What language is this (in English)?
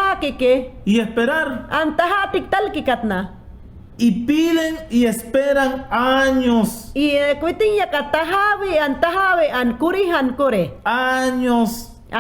Mayangna